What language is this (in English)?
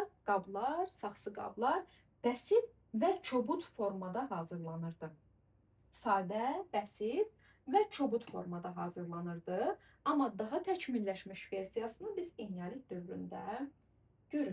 Azerbaijani